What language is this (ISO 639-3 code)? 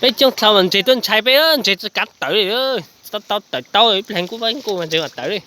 hmn